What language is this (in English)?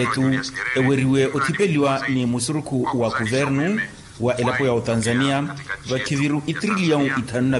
Makhuwa